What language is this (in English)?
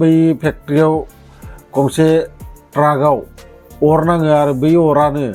Bodo